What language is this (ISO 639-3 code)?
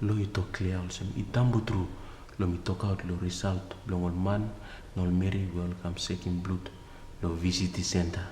tpi